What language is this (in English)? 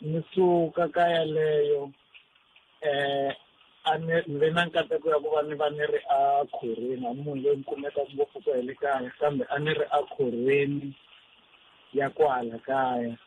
Tsonga